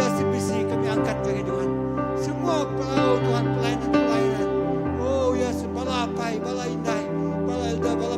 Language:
Iban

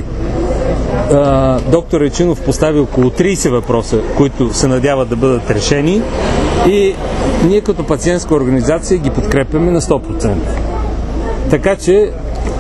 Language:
Bulgarian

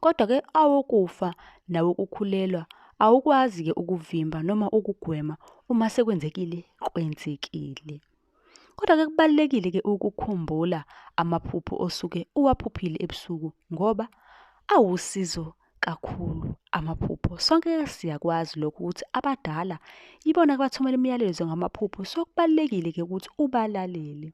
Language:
Zulu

